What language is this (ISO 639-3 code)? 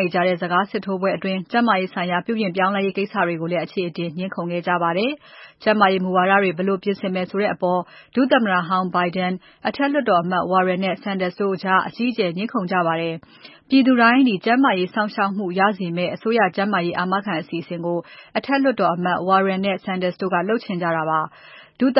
mya